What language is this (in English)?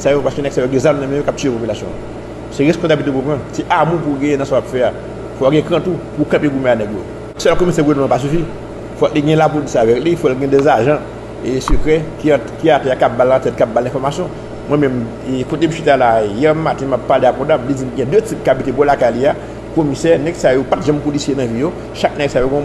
Haitian Creole